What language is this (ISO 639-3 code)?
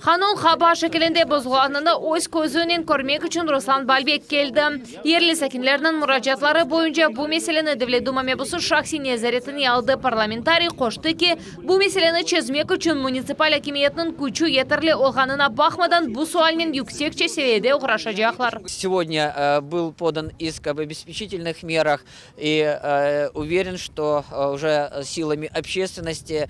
crh